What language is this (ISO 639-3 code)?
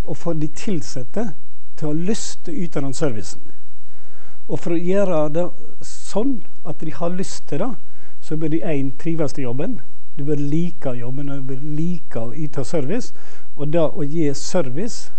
nor